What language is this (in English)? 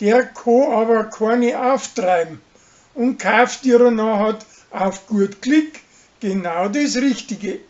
Bavarian